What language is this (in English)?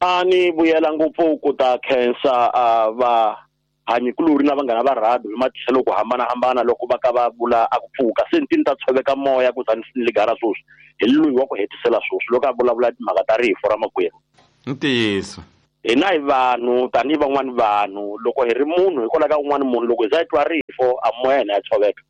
Tsonga